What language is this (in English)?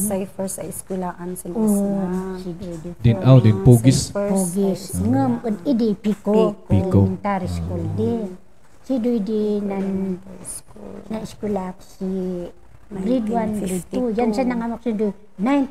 Kankanaey